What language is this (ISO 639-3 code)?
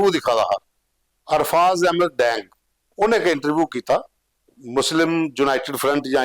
doi